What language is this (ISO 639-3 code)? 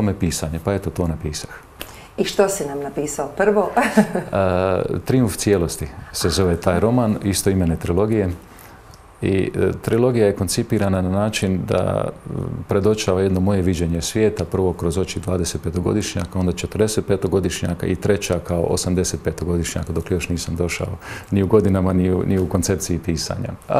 hrv